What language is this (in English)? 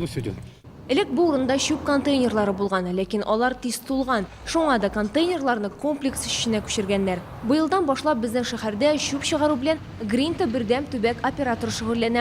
Tatar